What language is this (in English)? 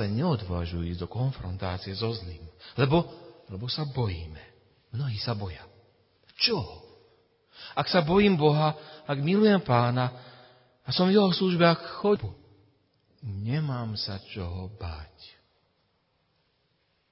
Slovak